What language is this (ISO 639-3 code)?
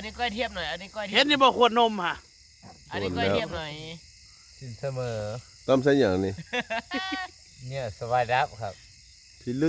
lao